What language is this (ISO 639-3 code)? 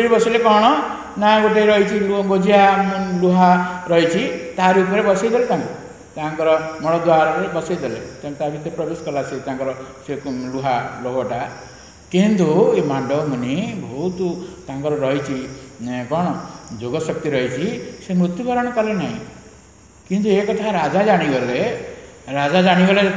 ori